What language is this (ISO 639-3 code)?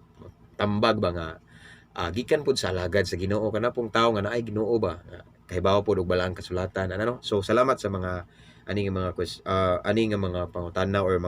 ceb